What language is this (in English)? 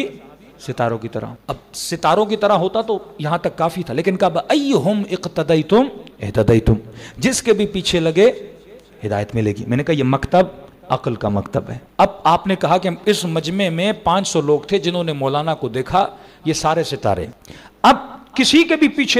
Urdu